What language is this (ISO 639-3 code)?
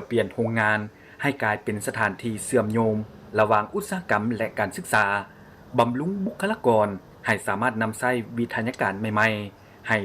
lao